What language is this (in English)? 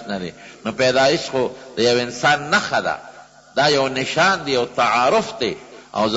Pashto